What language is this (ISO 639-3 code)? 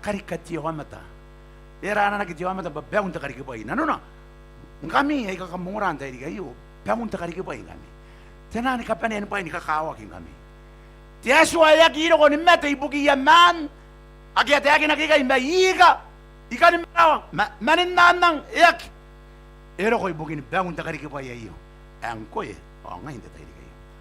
gil